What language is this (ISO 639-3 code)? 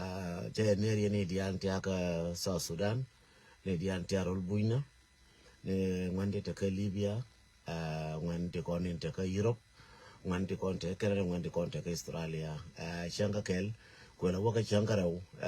nus